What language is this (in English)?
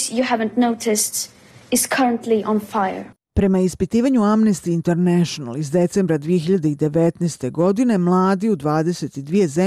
Bosnian